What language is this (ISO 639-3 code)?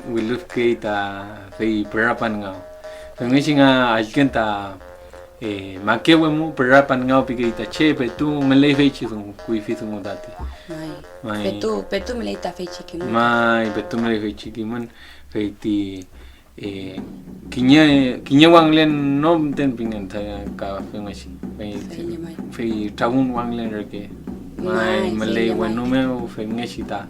arn